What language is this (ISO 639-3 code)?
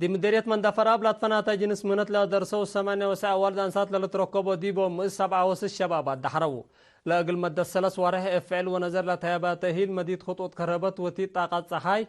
tig